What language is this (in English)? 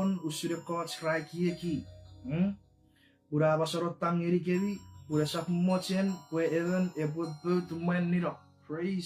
Chuukese